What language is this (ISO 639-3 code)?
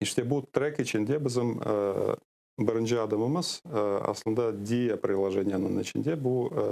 crh